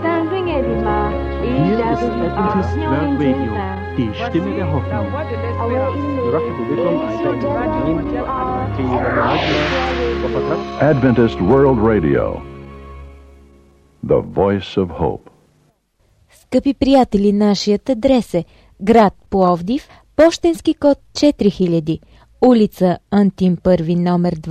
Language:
Bulgarian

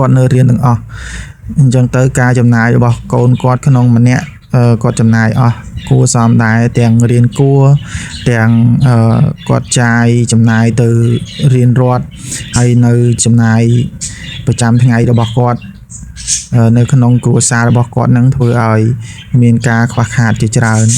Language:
Khmer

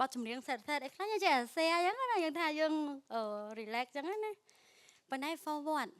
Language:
Khmer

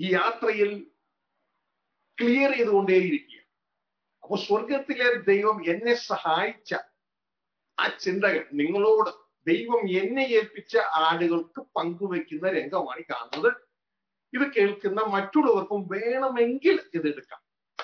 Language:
Malayalam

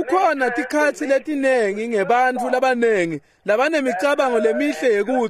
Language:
Swati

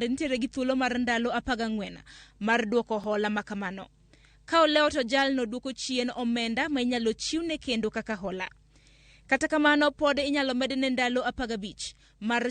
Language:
Luo (Kenya and Tanzania)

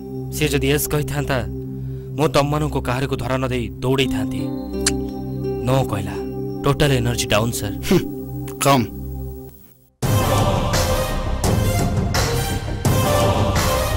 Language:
Hindi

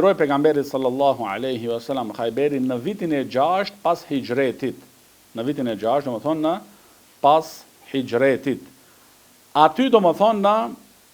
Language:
Albanian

